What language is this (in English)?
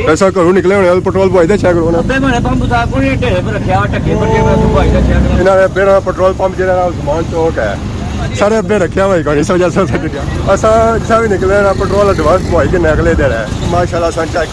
Pahari-Potwari